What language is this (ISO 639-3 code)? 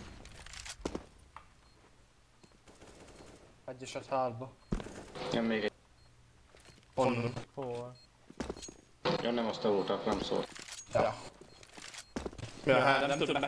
hun